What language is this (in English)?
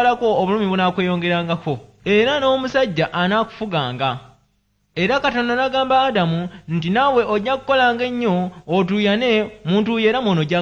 Ganda